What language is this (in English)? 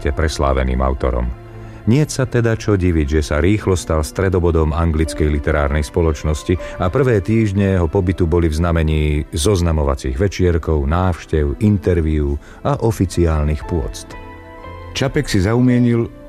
Slovak